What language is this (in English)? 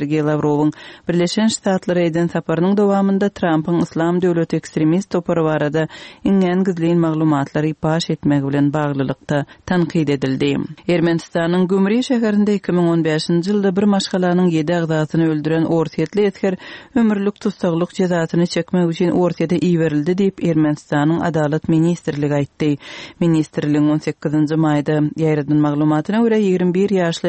Turkmen